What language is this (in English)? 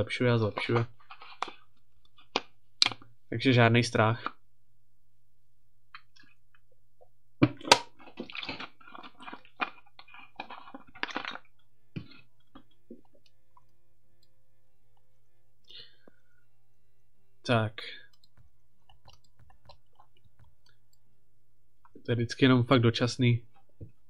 Czech